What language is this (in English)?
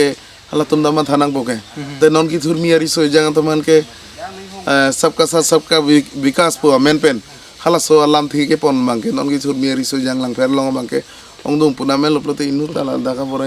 Karbi